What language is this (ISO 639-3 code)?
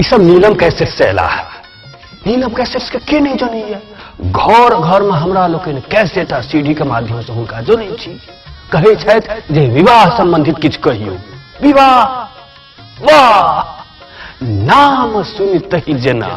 mai